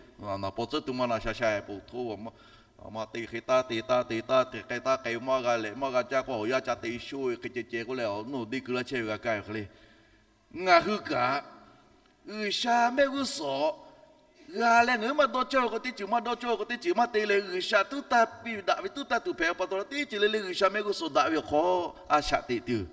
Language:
Lahu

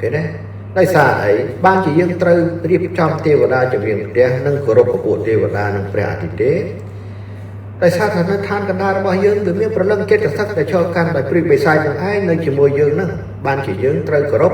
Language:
Khmer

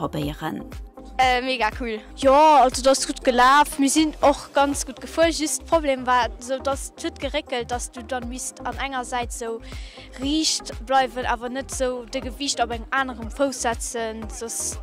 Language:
Luxembourgish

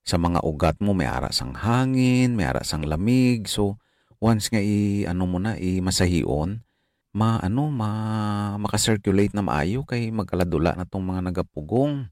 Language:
Hiligaynon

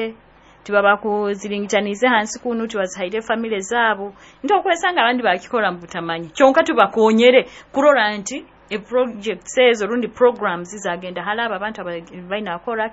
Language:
Nyoro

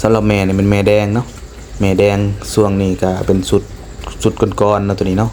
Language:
Lao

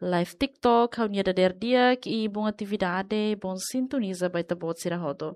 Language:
Tetum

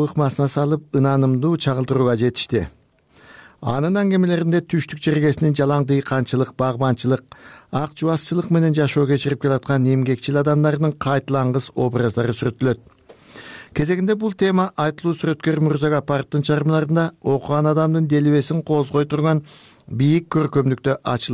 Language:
Kyrgyz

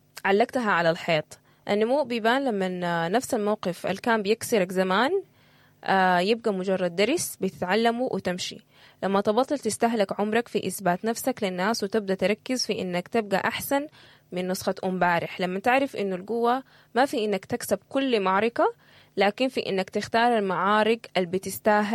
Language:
Sudanese Arabic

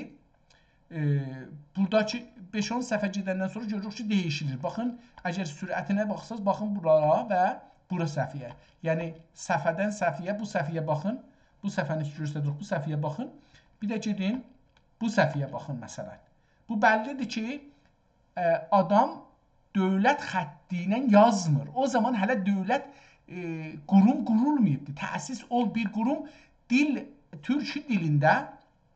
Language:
South Azerbaijani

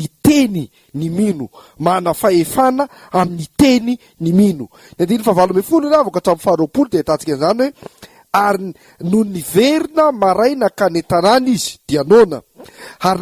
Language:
Malagasy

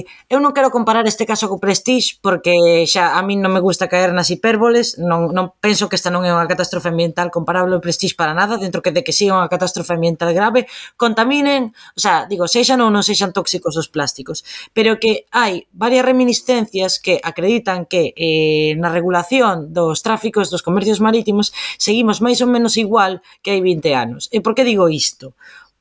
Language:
Galician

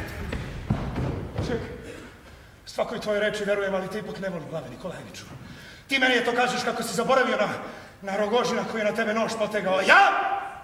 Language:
Serbian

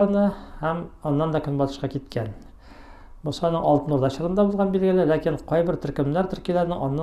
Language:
Tatar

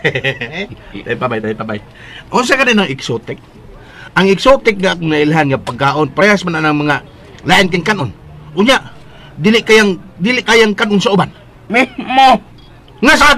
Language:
Cebuano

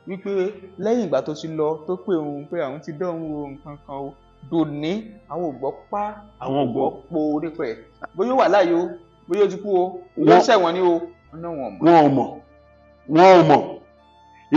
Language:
Yoruba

